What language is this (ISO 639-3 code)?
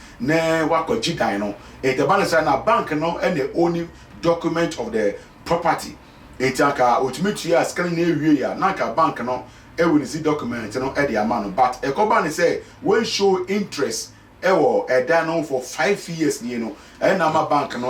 aka